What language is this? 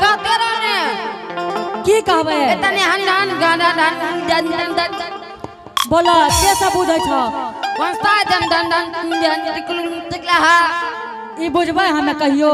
Angika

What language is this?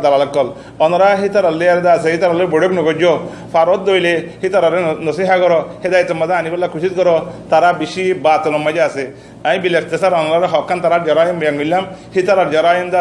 Rohingya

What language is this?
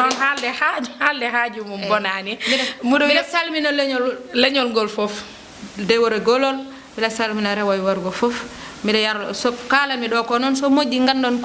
Fula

